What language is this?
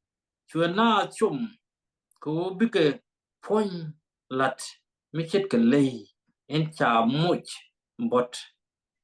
Nuer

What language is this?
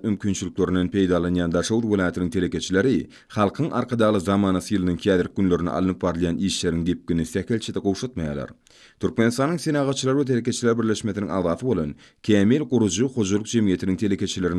Turkmen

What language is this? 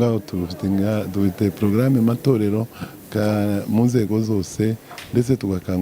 Kinyarwanda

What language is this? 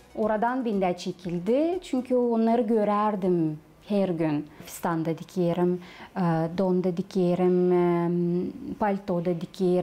Gagauz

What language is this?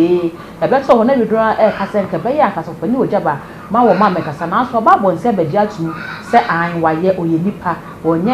Akan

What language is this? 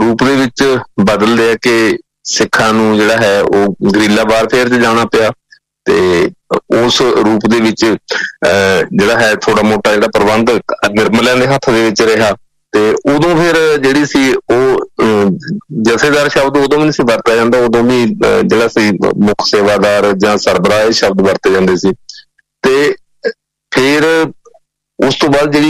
Punjabi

